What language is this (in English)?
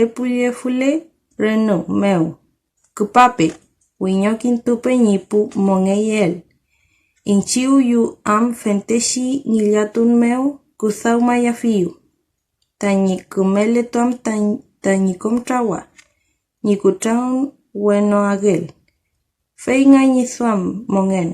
Mapuche